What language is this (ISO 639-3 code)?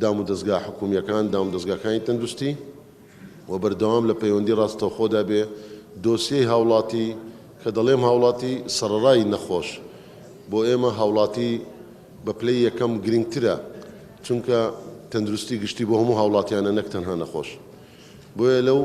ckb